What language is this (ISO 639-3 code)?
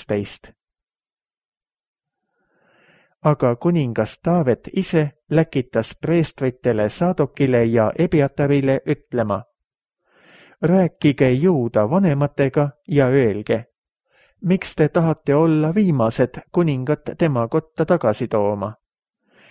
est